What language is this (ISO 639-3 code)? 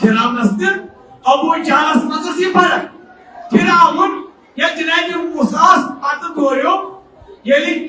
kas